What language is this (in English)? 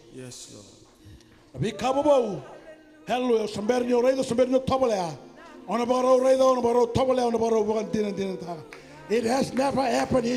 Fijian